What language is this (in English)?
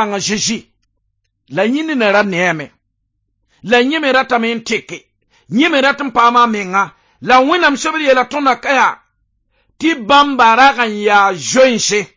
Mossi